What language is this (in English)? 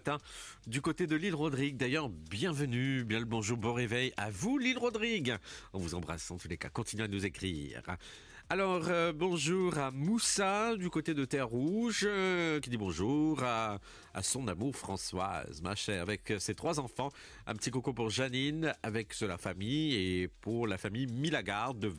Morisyen